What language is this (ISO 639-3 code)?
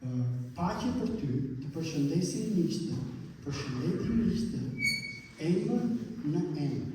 sqi